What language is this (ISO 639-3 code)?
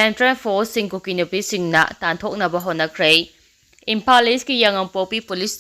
mni